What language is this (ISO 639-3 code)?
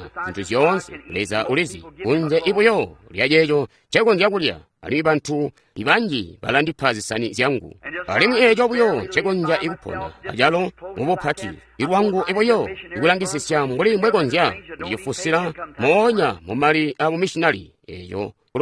toi